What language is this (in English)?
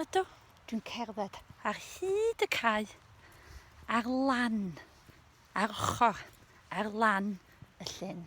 Welsh